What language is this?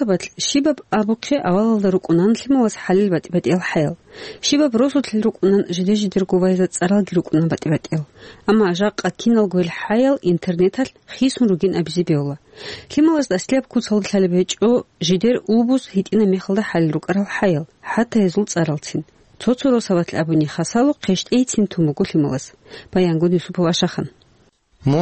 Avaric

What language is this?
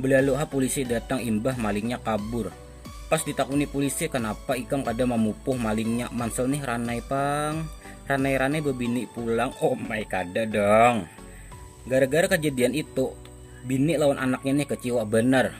Banjar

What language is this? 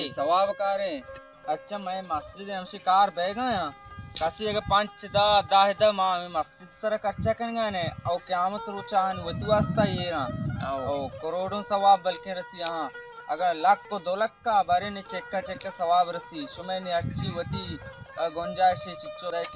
Baluchi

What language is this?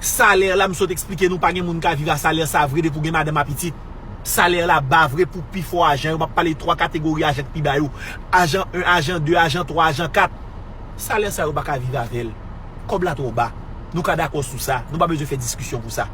Haitian Creole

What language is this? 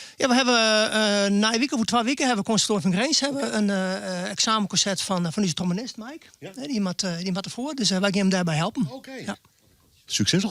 Western Frisian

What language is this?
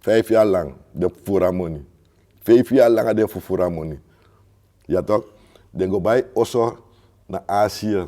Sranan Tongo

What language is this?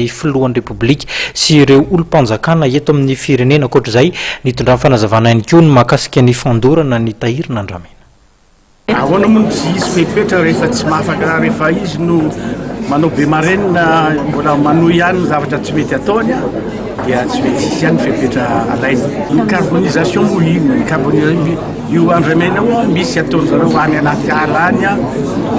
Malagasy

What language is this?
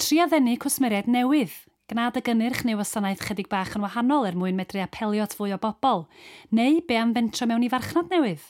Welsh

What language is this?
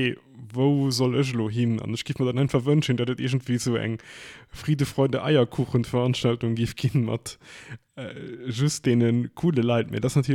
Luxembourgish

